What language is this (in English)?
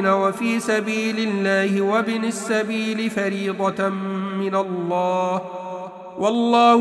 Arabic